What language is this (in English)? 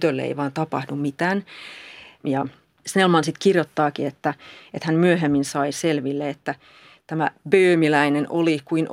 Finnish